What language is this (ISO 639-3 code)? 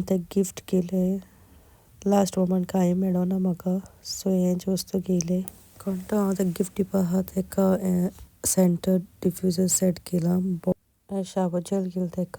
kok